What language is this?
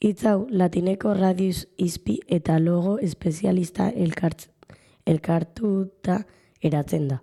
Basque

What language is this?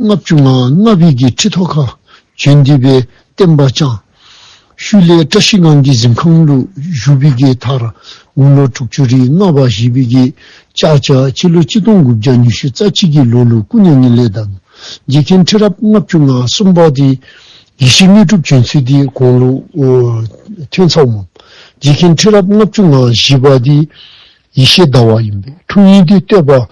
Dzongkha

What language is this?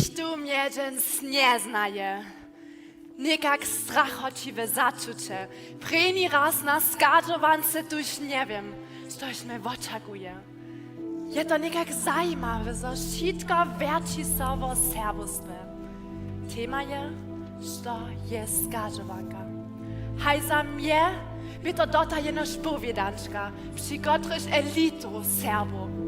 Upper Sorbian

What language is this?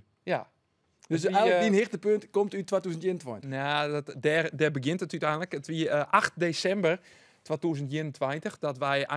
Western Frisian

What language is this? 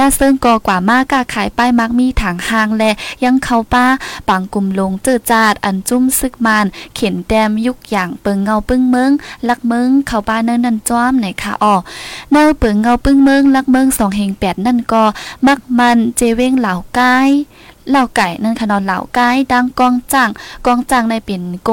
Thai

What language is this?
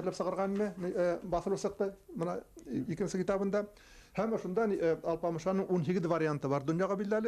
Bashkir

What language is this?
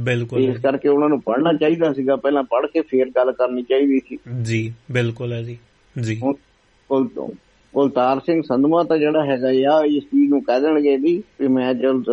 Punjabi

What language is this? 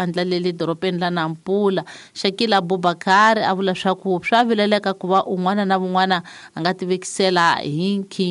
Tsonga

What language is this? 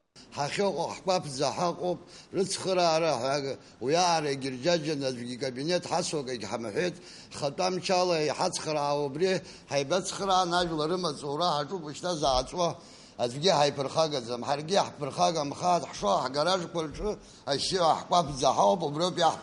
Abkhazian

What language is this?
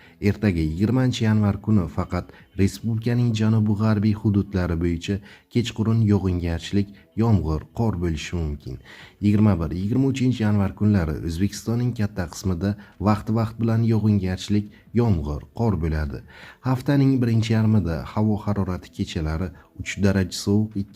Uzbek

